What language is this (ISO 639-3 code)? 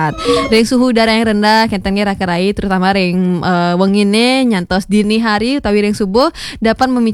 ban